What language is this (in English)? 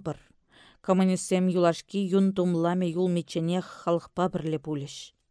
Chuvash